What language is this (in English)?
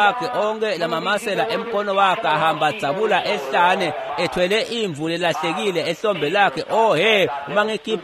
Swati